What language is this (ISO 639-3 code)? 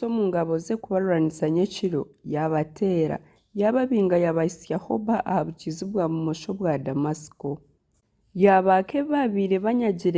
nyn